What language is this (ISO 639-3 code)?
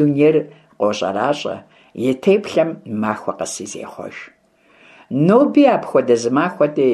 kbd